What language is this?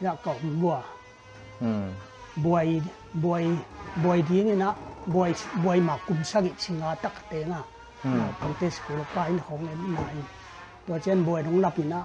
Paite Chin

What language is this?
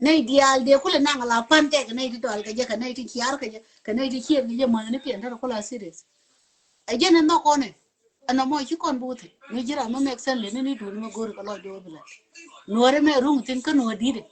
Nuer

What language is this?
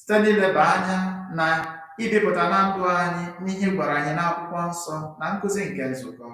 Igbo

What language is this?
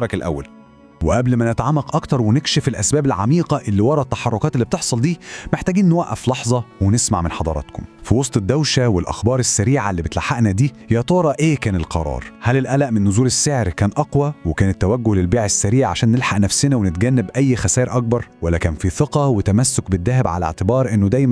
Egyptian Arabic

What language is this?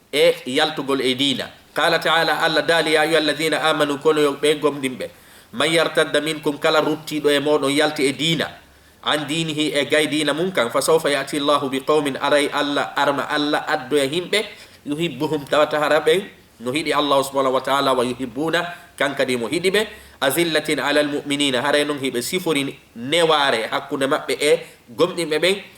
Fula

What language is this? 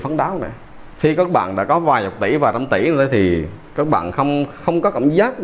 Vietnamese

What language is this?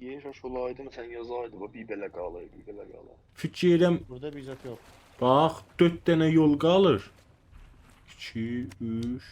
South Azerbaijani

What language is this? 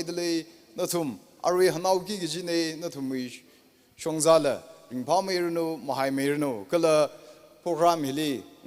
Tangkhul Naga (India)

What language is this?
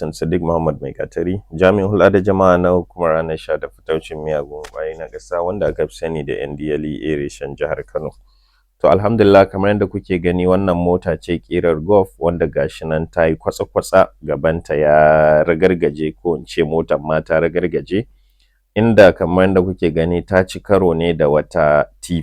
Hausa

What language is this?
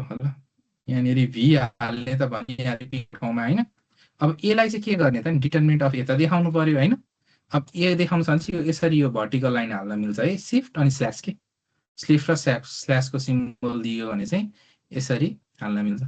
Nepali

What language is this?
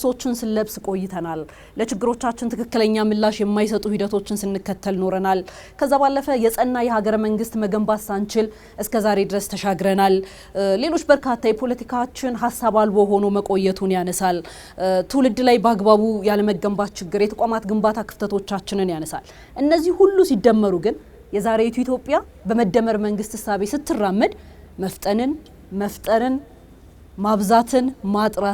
Amharic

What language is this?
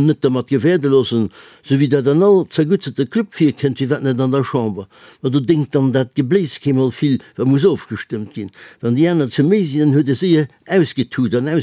Luxembourgish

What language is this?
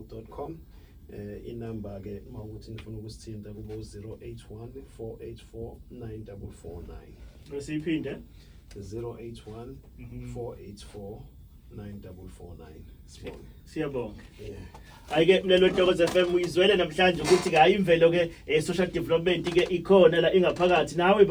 Zulu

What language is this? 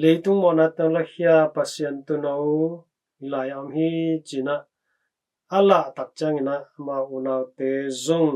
Tedim Chin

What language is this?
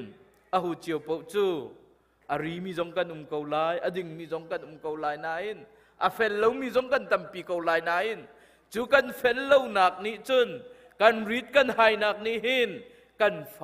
Hakha Chin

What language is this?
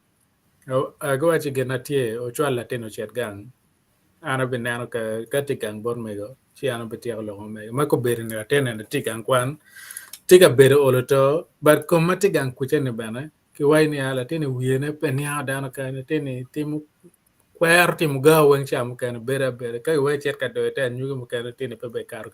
Acoli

